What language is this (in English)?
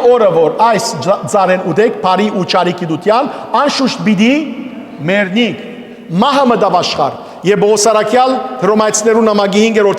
Western Armenian